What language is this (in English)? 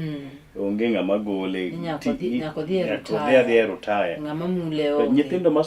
Luo (Kenya and Tanzania)